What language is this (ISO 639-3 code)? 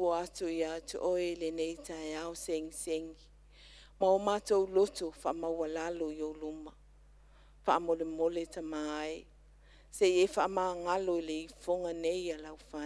smo